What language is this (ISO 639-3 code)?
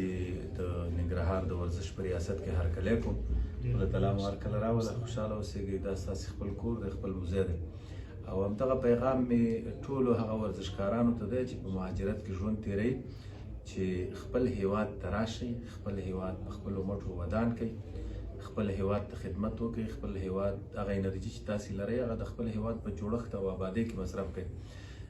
pus